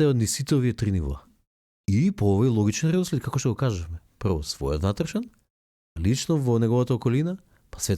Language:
Macedonian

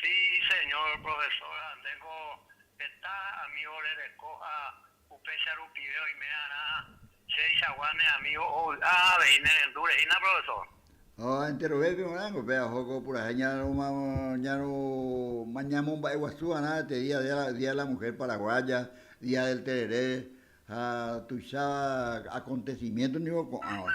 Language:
Guarani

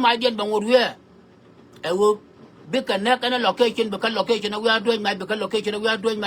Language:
Nuer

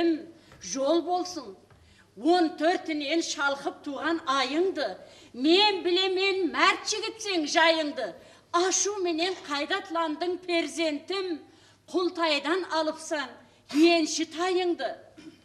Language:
Kara-Kalpak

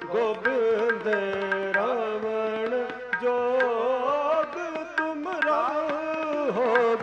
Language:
Punjabi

